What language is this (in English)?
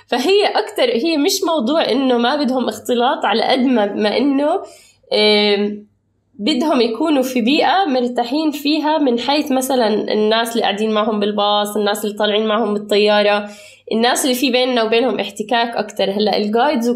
North Levantine Arabic